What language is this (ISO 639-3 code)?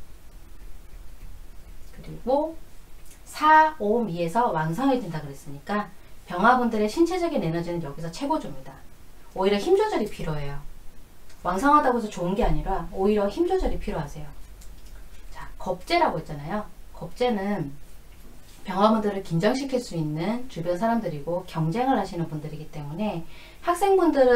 kor